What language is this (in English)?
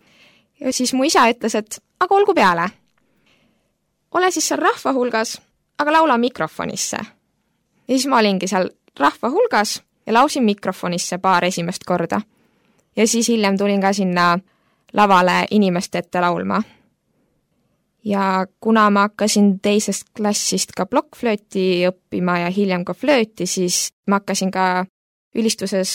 Estonian